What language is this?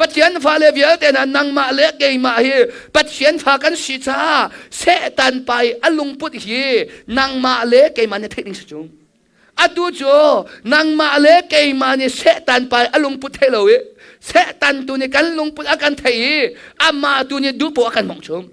Hakha Chin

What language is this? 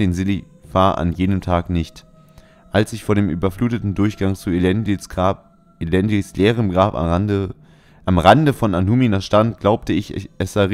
German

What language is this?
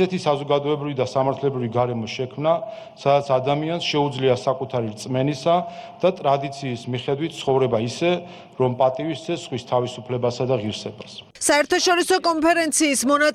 Georgian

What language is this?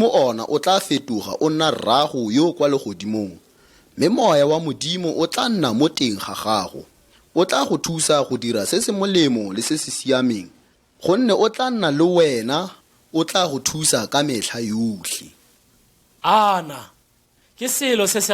Tswana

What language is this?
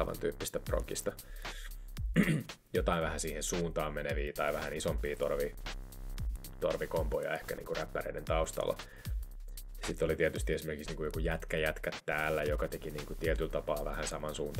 Finnish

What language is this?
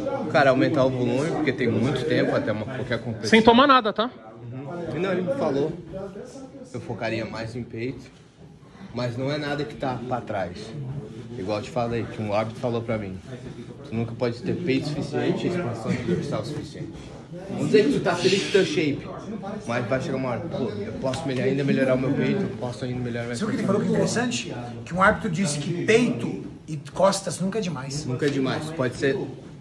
Portuguese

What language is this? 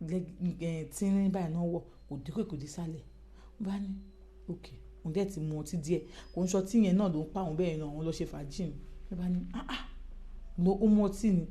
Yoruba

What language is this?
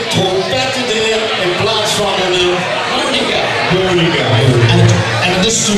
Limburgish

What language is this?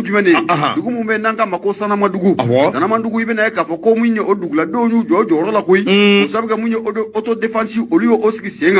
Bambara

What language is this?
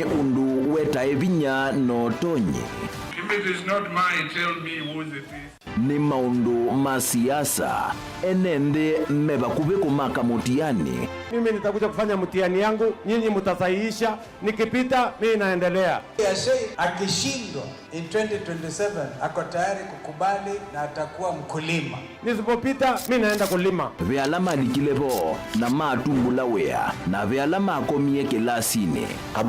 Kamba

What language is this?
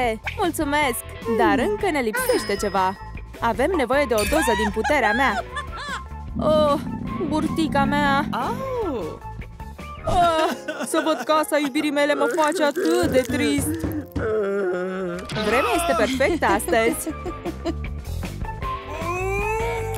Romanian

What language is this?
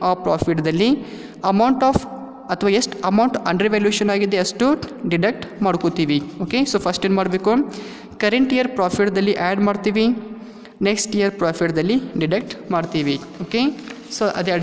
Kannada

